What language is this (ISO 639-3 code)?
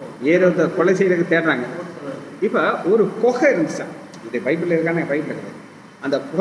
tam